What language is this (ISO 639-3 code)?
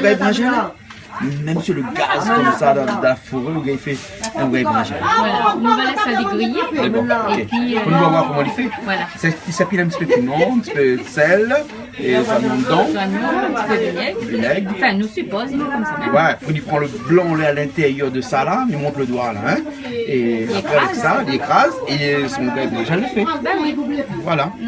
rcf